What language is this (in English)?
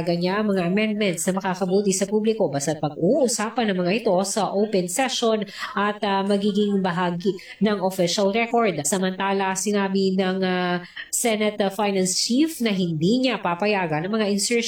Filipino